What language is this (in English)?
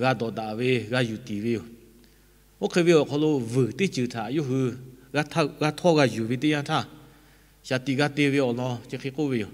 Lahu